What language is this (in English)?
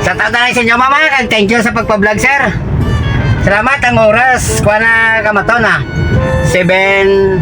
Hiligaynon